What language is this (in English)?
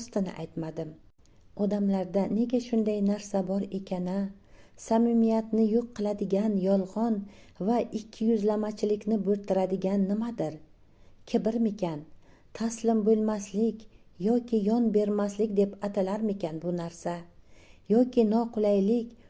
Uzbek